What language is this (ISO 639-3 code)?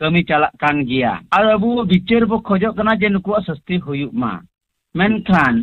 sat